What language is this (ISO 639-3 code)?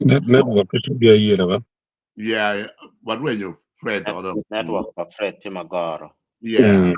ach